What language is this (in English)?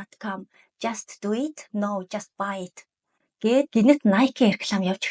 Mongolian